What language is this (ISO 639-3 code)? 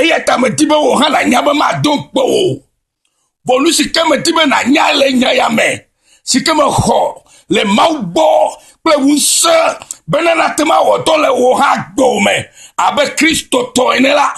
ewe